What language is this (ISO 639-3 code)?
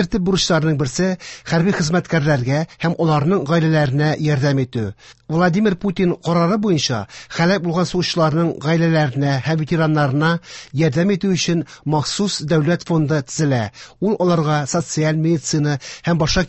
tat